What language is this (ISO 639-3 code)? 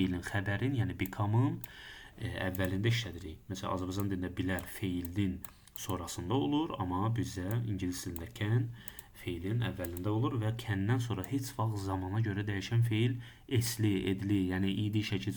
aze